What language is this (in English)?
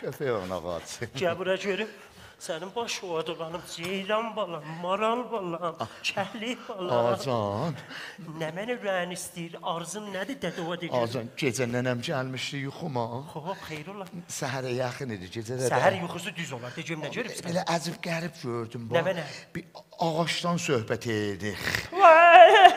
South Azerbaijani